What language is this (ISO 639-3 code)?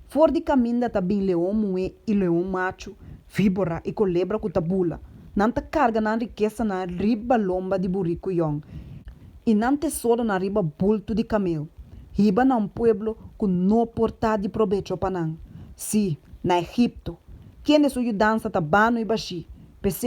pap